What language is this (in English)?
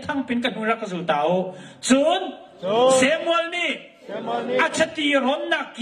Hakha Chin